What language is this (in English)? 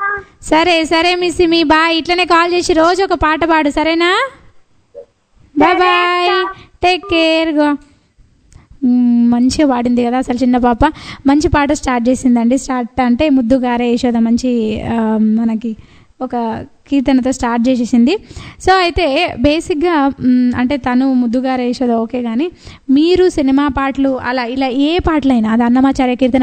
Telugu